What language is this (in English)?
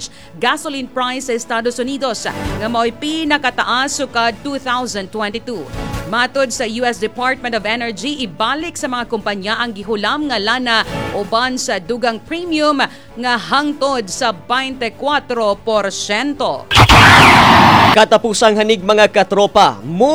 Cebuano